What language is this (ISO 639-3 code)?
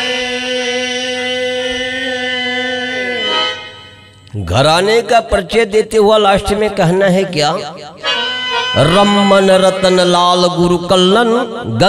bho